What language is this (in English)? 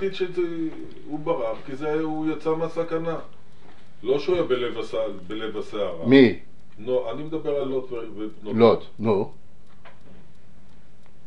Hebrew